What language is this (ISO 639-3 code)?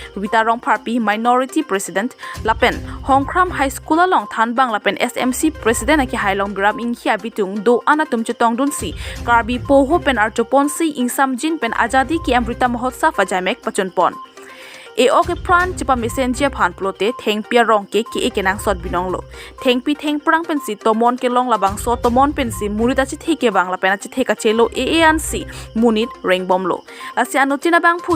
mjw